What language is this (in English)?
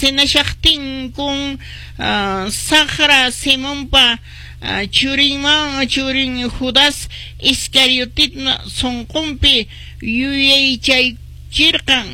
Quechua